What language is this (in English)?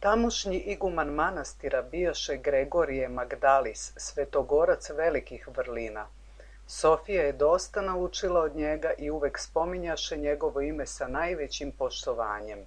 Serbian